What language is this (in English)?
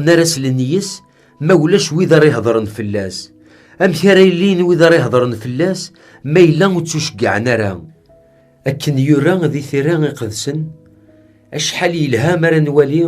Kabyle